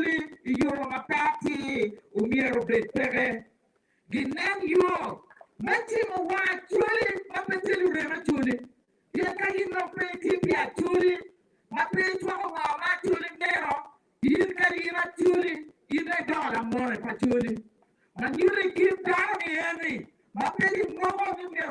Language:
Acoli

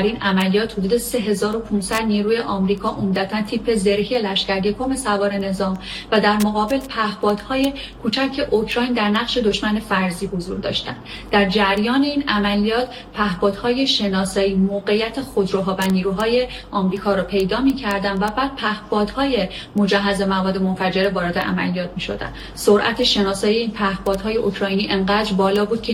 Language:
Persian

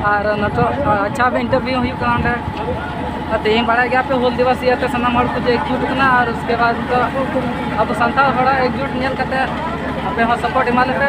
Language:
Santali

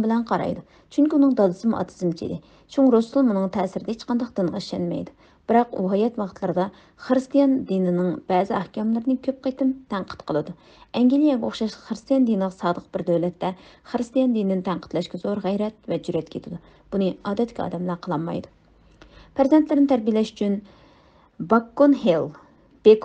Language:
Uyghur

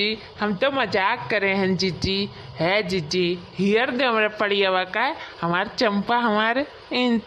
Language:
Awadhi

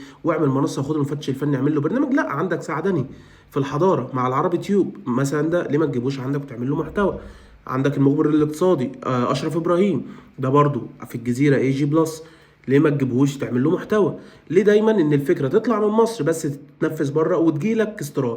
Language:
Egyptian Arabic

